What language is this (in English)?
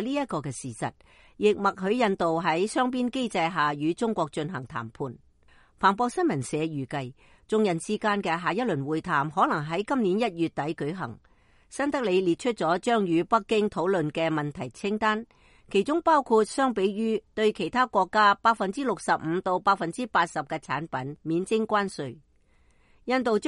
Cantonese